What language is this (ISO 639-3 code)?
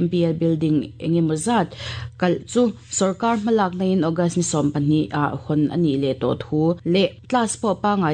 lus